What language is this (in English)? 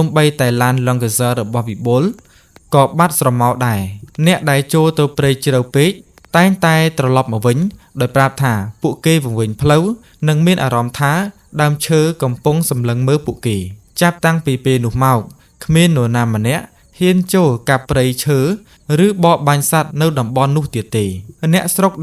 Khmer